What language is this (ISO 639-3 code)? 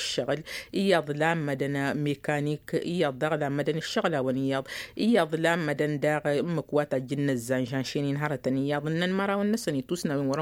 taq